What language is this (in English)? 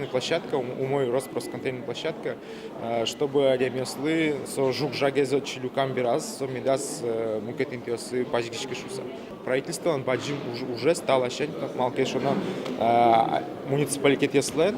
Udmurt